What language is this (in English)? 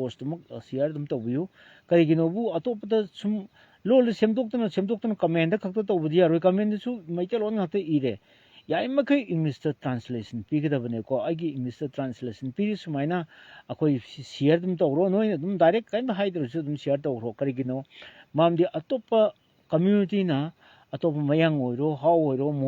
Manipuri